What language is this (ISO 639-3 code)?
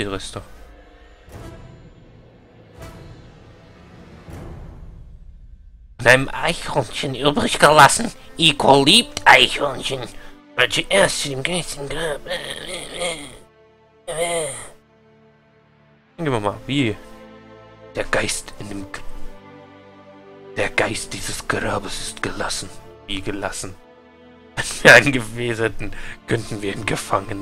deu